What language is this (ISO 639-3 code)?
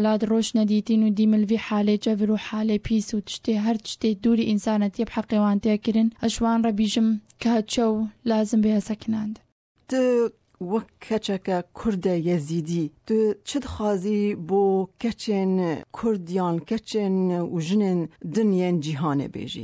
kur